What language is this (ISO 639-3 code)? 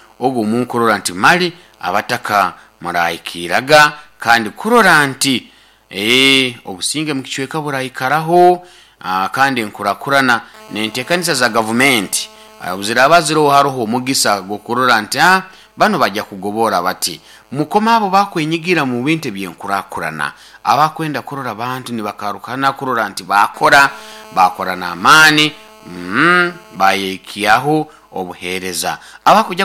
nyo